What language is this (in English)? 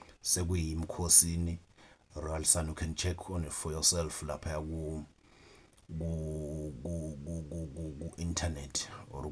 Zulu